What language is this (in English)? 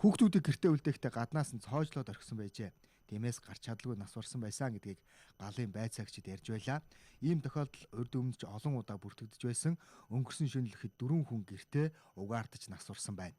Mongolian